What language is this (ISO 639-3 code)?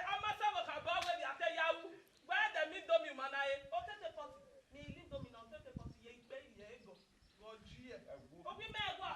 bin